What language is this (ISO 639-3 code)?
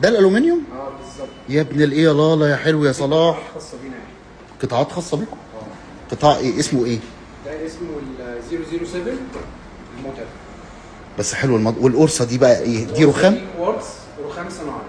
arz